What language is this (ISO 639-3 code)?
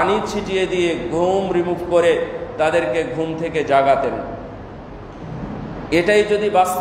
ben